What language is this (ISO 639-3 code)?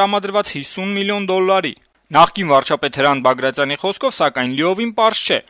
hye